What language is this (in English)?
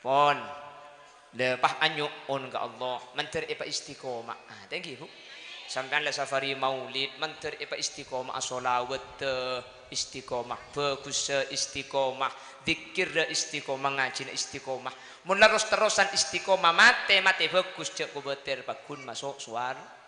Madurese